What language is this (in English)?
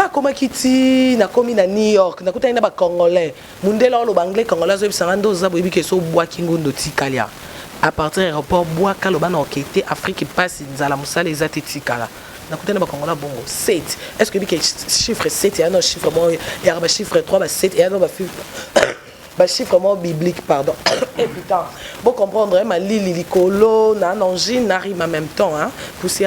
Lingala